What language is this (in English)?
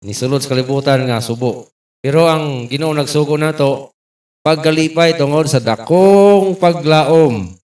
Cebuano